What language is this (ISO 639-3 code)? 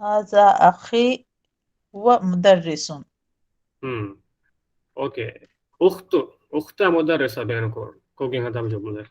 div